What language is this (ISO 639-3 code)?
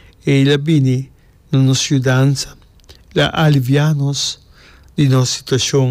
pap